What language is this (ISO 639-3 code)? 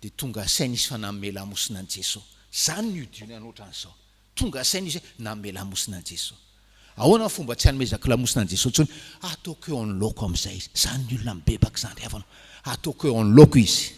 mlg